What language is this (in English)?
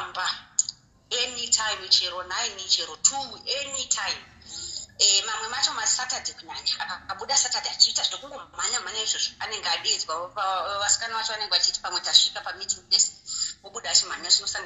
Shona